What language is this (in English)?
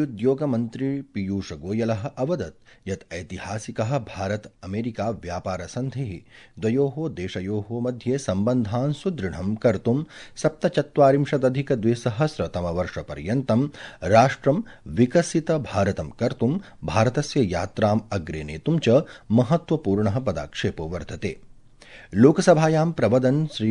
Sanskrit